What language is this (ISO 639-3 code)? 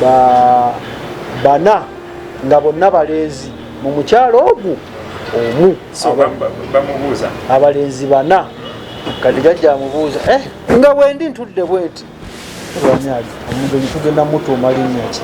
lug